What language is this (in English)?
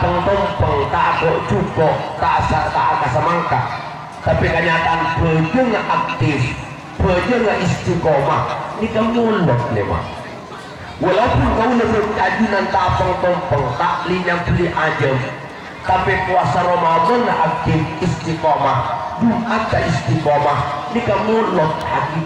Madurese